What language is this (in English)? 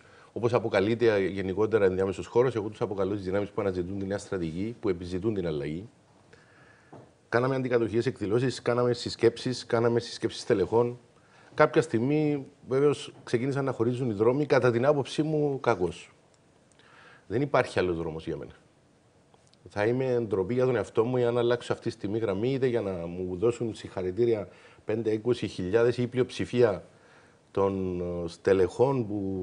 Greek